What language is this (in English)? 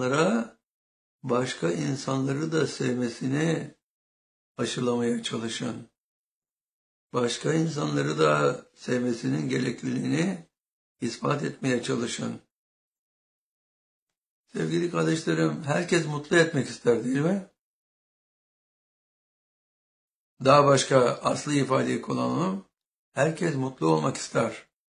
Turkish